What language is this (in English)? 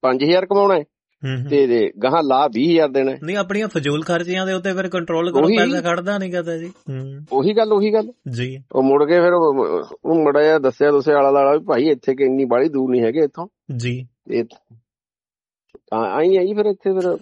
Punjabi